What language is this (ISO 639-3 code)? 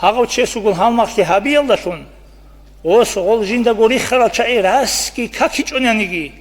ava